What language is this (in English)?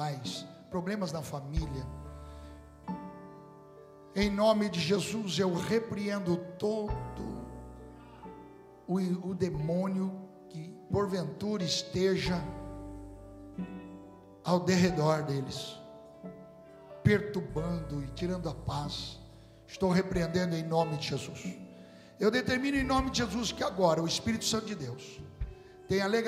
Portuguese